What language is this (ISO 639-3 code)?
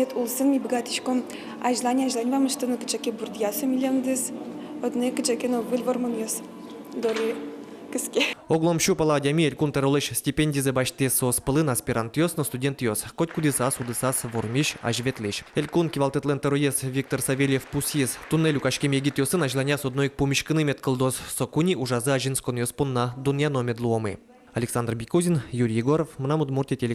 udm